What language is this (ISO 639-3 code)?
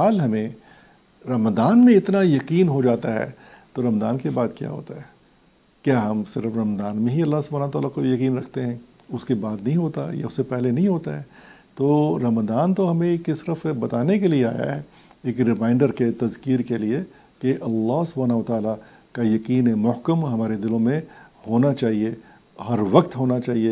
urd